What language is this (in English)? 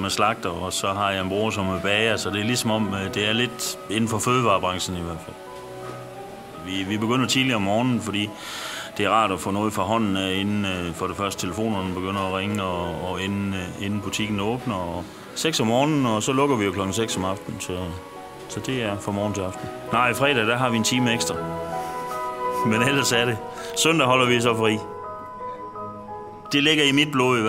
Danish